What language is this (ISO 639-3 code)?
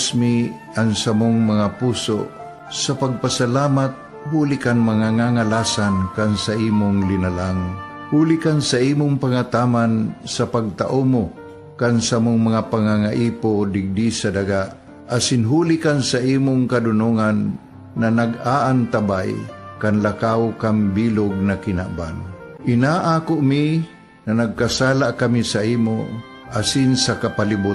bik